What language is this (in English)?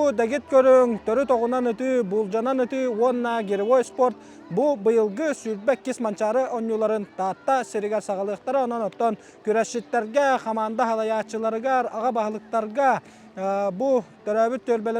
Yakut